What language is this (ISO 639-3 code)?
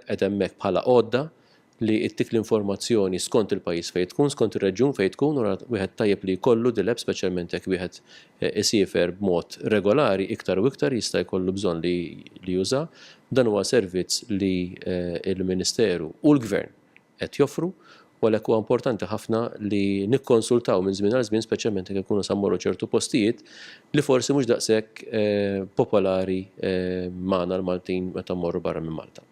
mlt